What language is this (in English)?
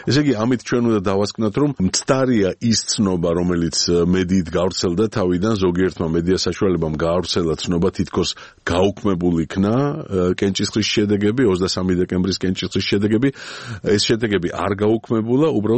Georgian